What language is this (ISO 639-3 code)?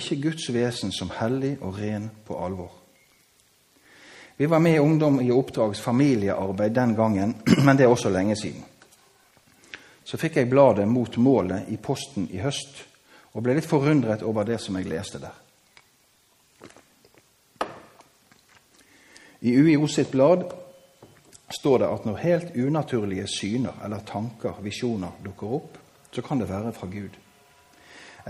nor